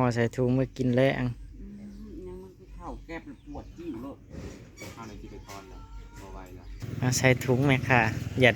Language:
Northeastern Thai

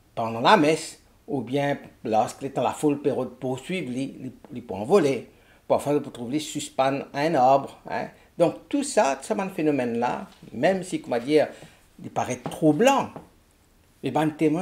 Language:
Morisyen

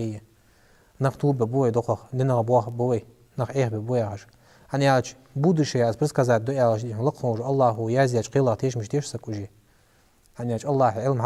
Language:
Ingush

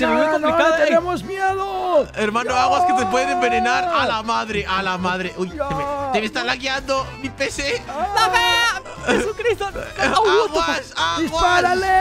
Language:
Spanish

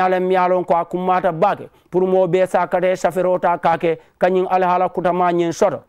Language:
Mandingo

